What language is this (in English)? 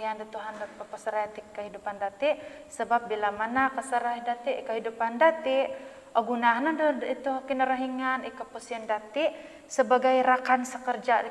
Central Dusun